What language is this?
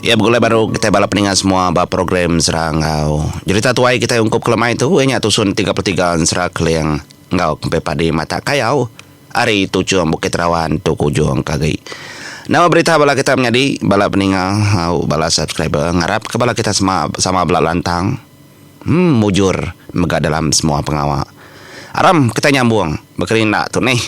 Iban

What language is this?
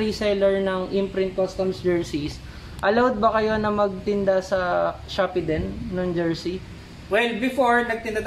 Filipino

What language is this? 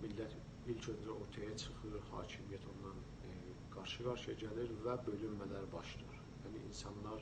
South Azerbaijani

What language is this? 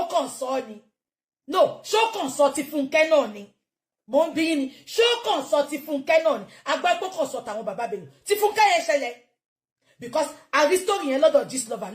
Yoruba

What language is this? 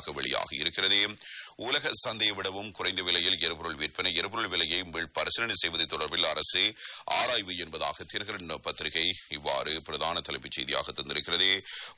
Tamil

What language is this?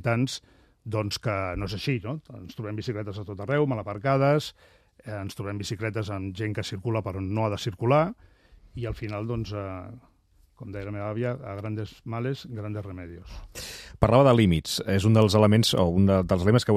Catalan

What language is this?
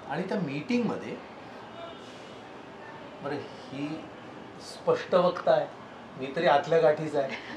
Marathi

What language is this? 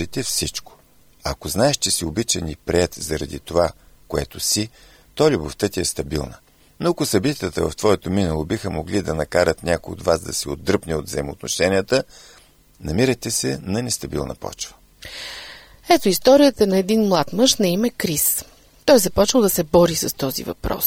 Bulgarian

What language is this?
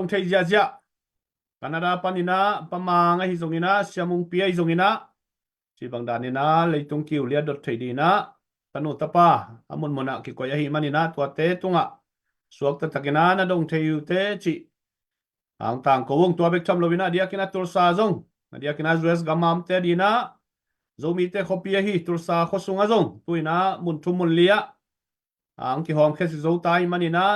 Tedim Chin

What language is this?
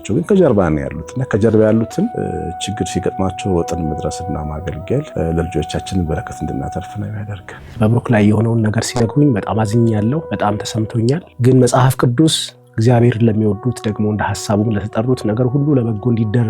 Amharic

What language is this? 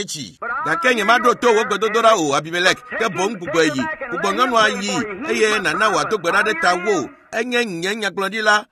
Ewe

